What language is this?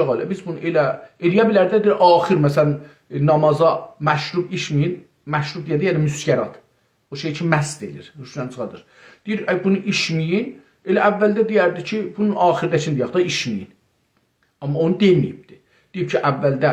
South Azerbaijani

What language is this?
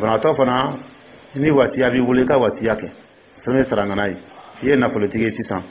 Dyula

